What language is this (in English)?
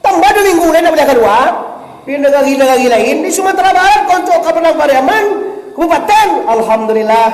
Minangkabau